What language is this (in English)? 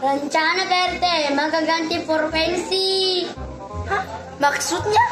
Buginese